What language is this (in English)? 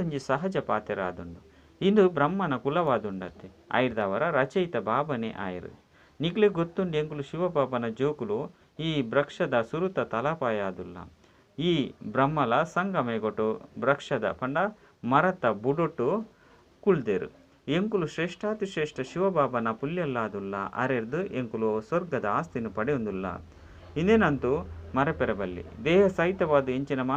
Tulu